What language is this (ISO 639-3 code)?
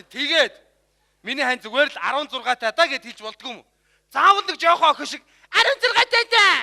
mon